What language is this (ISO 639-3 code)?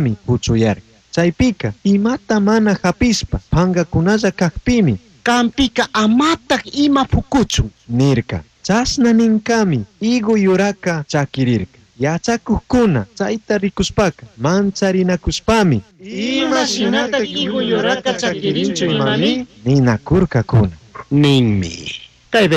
qug